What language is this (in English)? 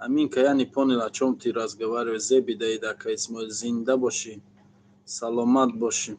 Tajik